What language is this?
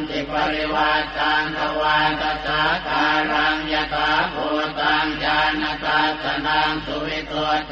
Pali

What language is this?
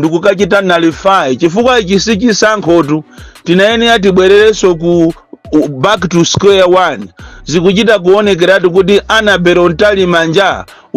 Nyanja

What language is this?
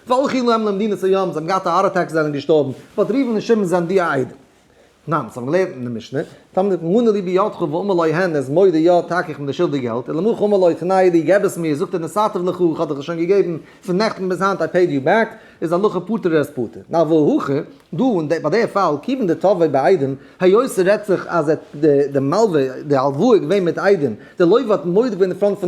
Yiddish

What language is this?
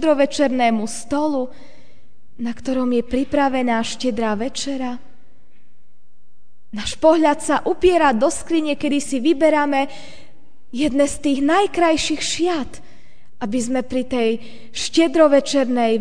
Slovak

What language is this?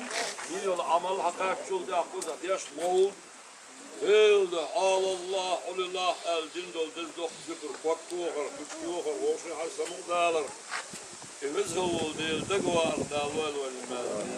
Chechen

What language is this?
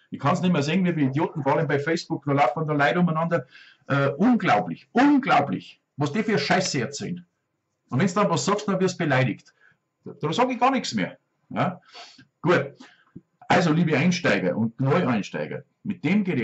Bavarian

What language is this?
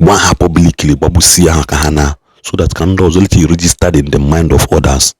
Igbo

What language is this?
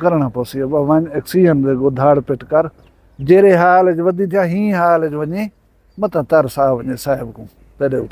Saraiki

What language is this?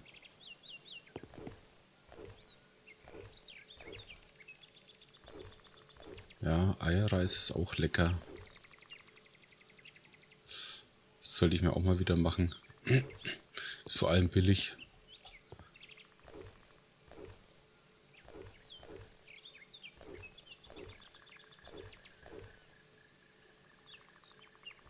German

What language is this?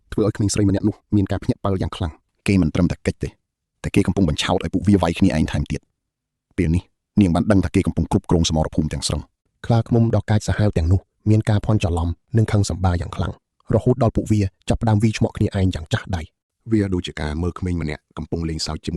Khmer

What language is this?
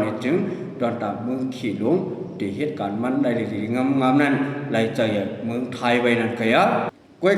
Shan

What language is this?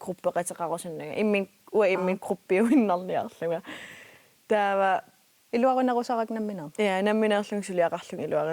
Kalaallisut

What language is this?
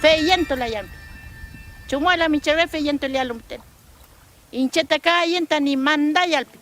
Mapuche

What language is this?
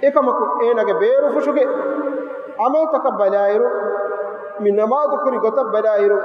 Divehi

